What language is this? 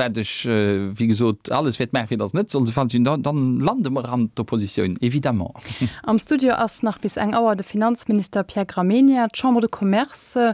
Luxembourgish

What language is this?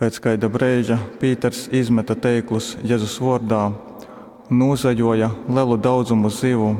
Latgalian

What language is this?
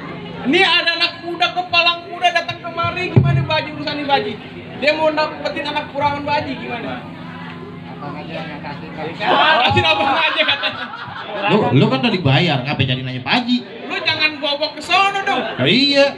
Betawi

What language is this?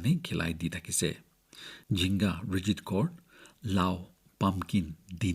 Naga Pidgin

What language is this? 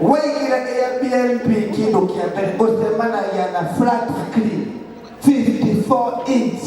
Kikuyu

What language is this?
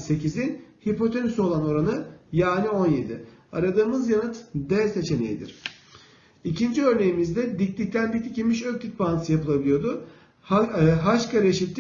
Turkish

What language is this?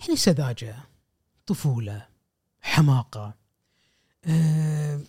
Gulf Arabic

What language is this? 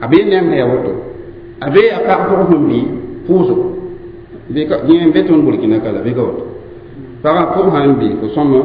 Mossi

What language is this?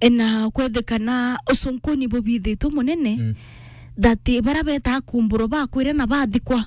Meru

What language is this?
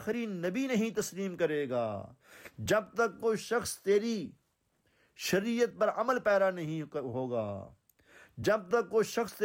Urdu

